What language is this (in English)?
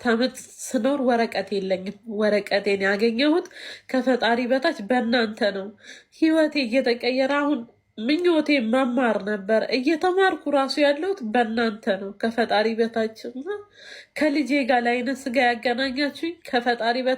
Amharic